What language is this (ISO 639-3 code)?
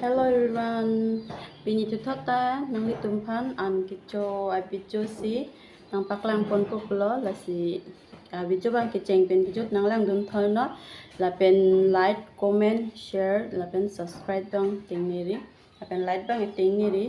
mjw